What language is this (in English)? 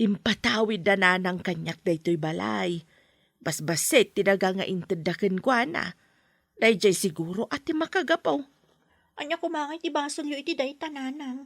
Iloko